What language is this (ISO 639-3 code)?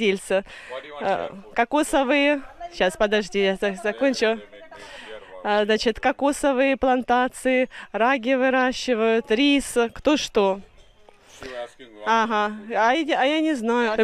rus